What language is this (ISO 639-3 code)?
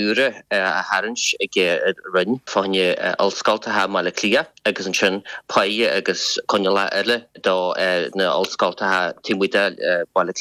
gle